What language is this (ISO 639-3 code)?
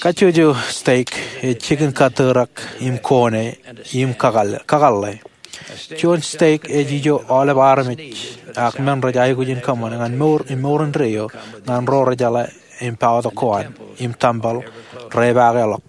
mah